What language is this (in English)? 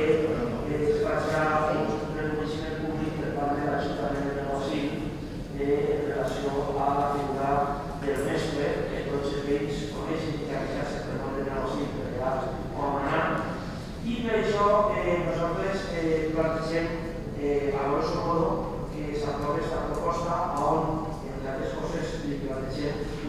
Catalan